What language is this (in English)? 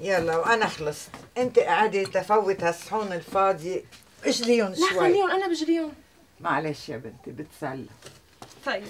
North Levantine Arabic